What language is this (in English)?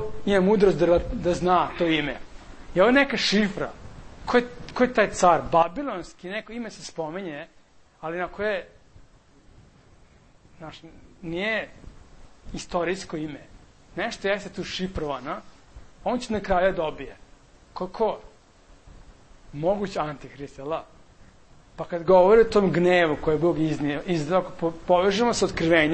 Serbian